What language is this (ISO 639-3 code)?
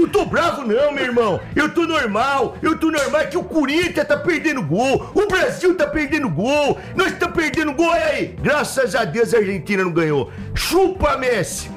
por